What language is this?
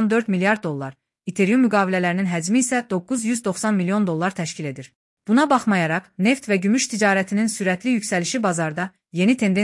Azerbaijani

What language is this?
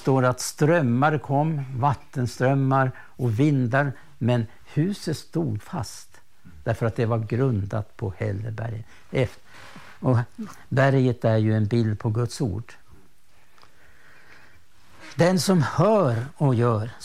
Swedish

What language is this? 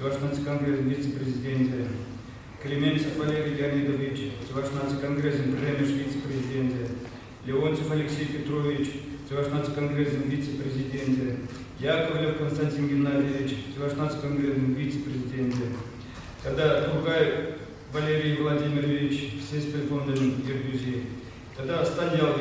Chuvash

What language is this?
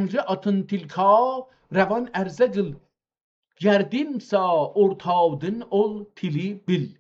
South Azerbaijani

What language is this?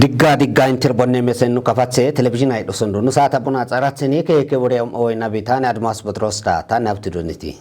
Kafa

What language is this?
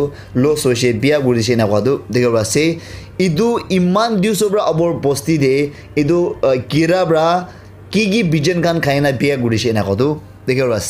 Naga Pidgin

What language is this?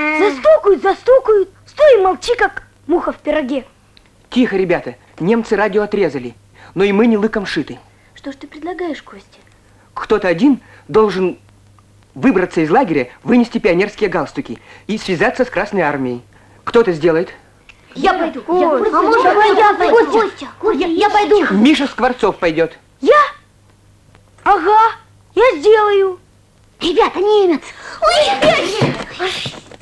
Russian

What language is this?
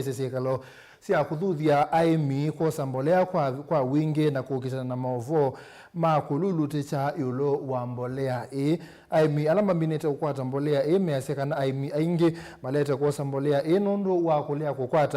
Kamba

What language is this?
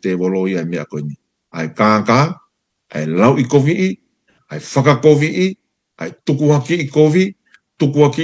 Tongan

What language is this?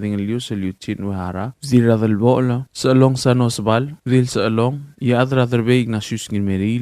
Palauan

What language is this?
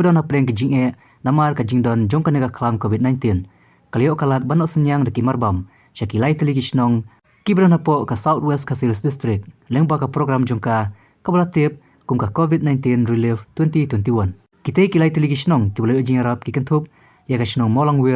Khasi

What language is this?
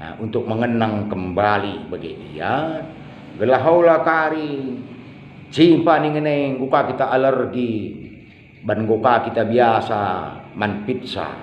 Batak Karo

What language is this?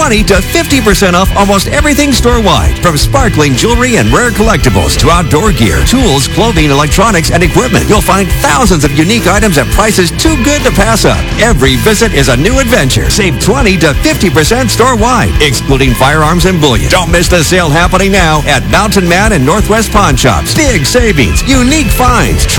English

